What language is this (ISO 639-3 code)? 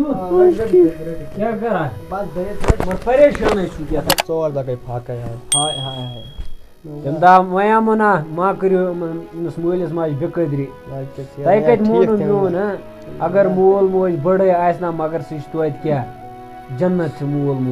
kas